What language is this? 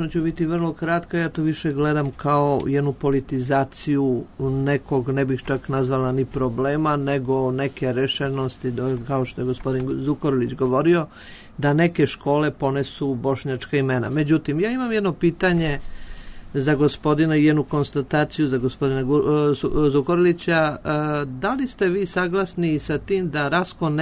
Serbian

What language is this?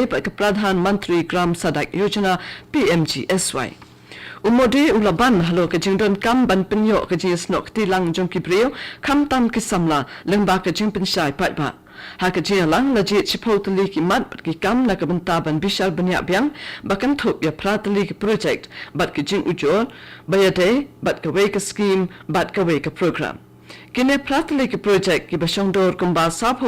Khasi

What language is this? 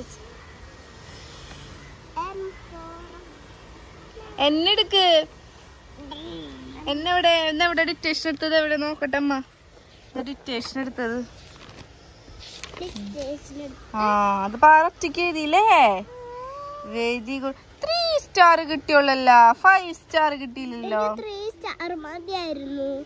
Malayalam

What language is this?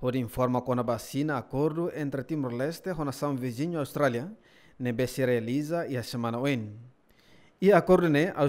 Tetum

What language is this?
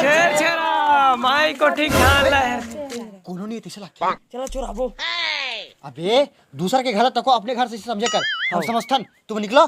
Chhattisgarhi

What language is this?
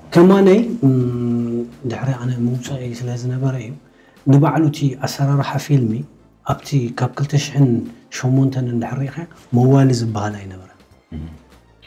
Tigrinya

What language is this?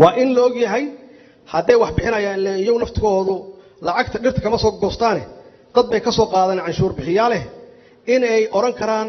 Somali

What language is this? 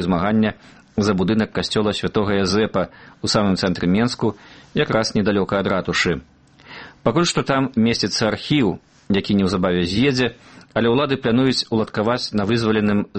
Belarusian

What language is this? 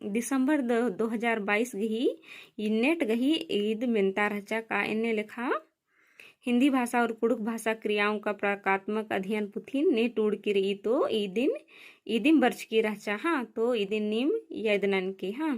Kurukh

